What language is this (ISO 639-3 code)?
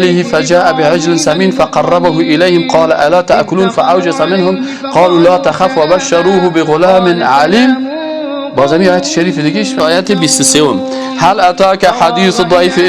fas